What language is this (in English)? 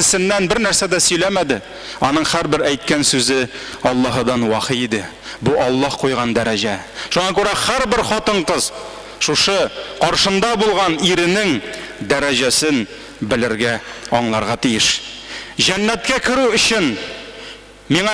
Tatar